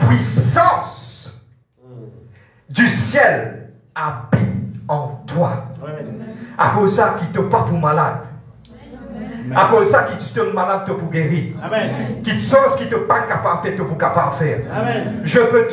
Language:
French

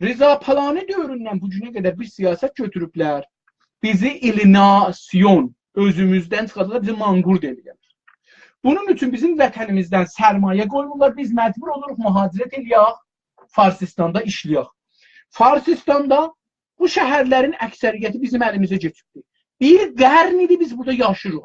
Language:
South Azerbaijani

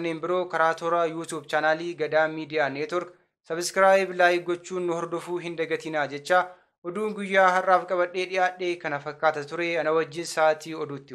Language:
Oromo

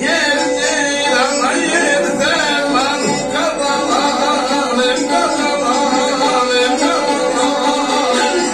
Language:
South Azerbaijani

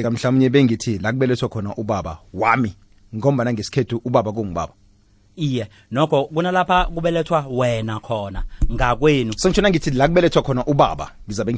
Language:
South Ndebele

